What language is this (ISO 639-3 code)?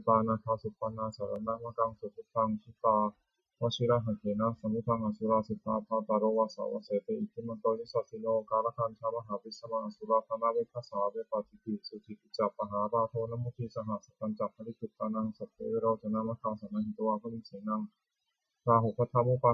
pli